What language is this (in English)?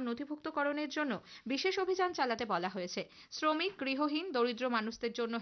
Bangla